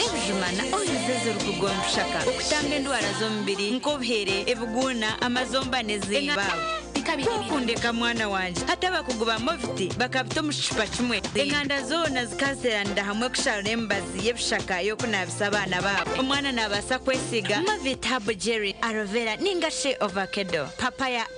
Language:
Nyankole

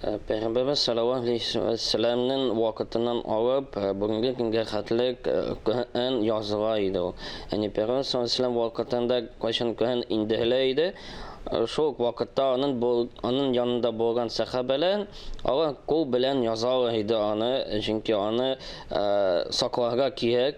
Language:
Tatar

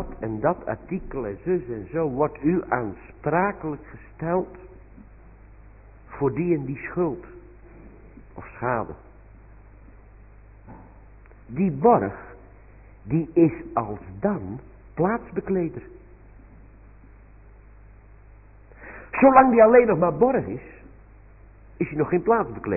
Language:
Dutch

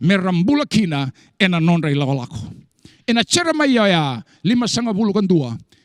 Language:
Fijian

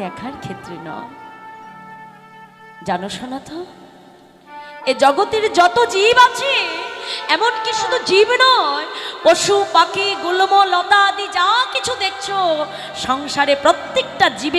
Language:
Bangla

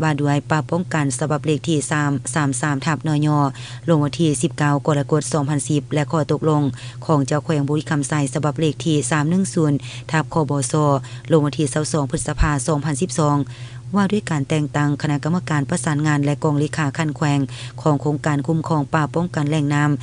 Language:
Lao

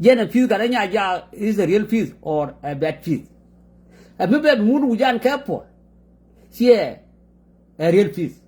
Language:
Nuer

